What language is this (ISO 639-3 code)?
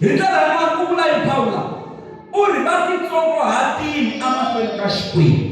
tso